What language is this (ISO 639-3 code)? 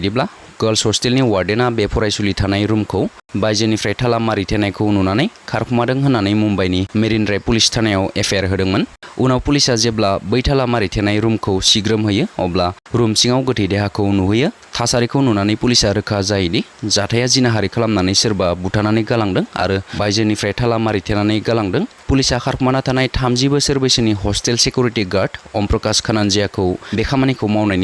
brx